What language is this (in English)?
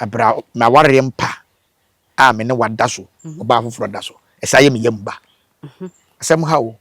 Akan